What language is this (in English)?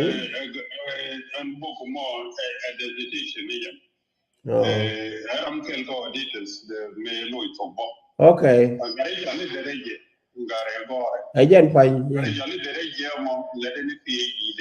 Nuer